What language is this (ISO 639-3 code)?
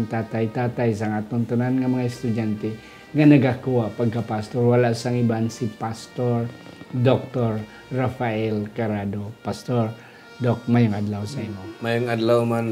hil